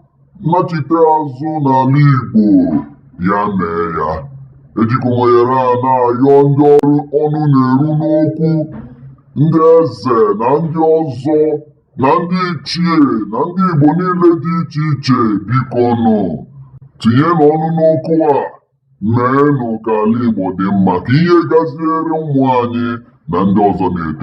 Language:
Igbo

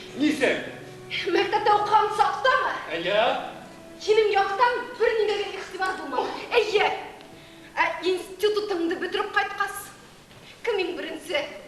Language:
Bashkir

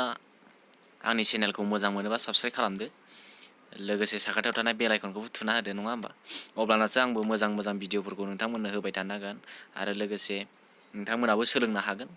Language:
Bodo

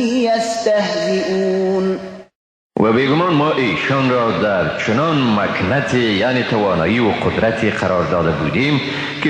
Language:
Persian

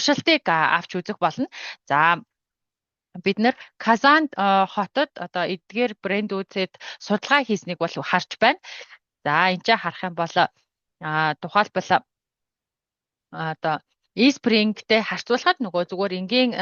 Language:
Mongolian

